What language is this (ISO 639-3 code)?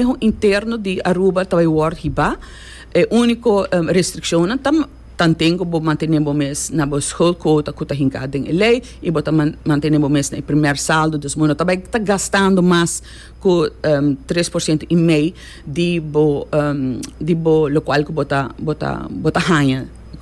pap